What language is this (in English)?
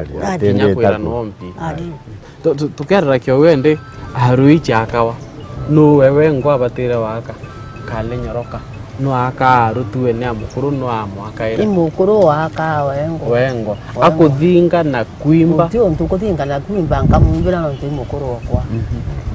Meru